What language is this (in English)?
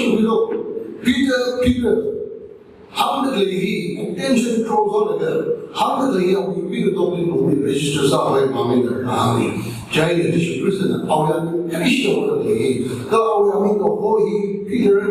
Tangkhul Naga (India)